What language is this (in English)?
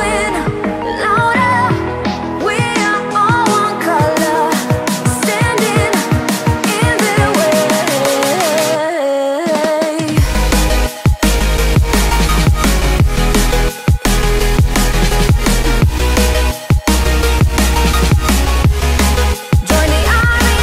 English